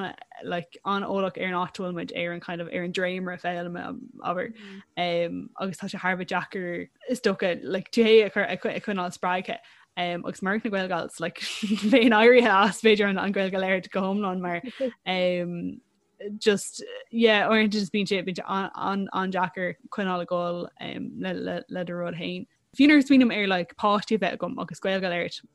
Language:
Irish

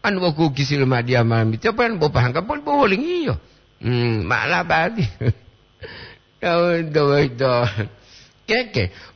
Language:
Gorontalo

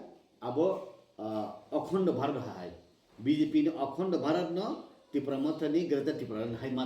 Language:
Kok Borok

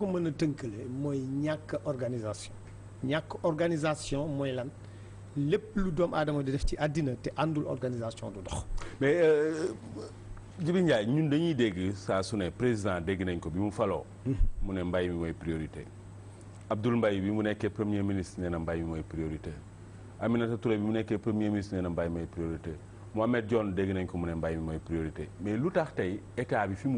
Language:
Wolof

